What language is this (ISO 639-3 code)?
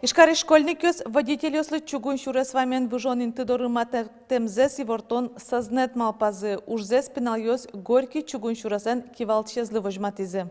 udm